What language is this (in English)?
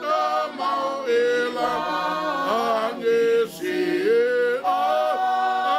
Tongan